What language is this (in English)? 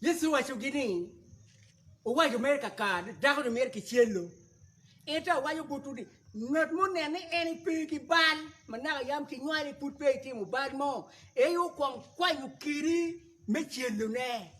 Acoli